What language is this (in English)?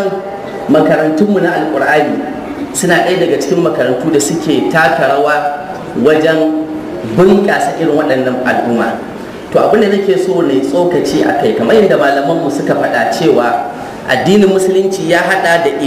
Hausa